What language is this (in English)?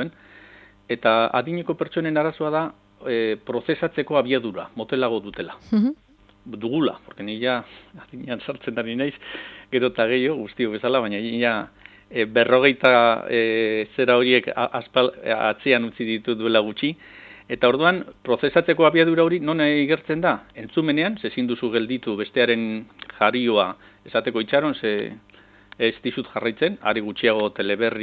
Basque